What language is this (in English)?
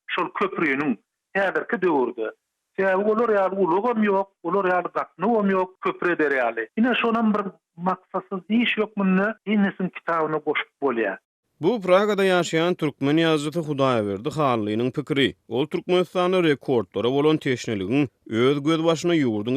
Turkmen